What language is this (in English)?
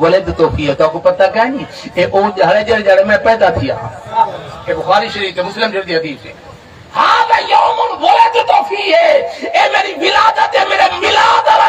Saraiki